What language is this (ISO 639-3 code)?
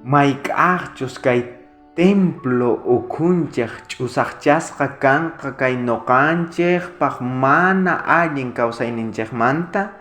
quh